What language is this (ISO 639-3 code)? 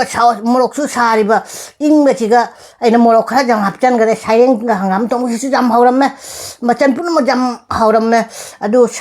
mni